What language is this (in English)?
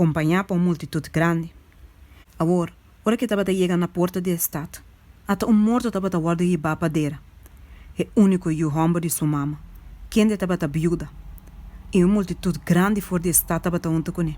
Papiamento